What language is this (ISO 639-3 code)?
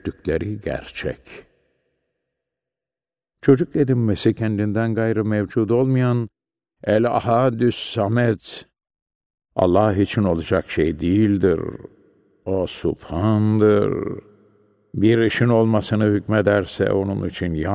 tur